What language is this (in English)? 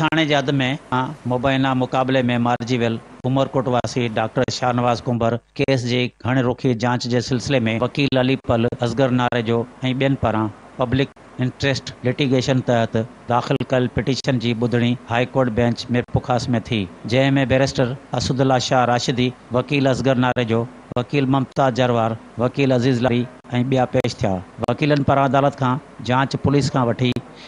Sindhi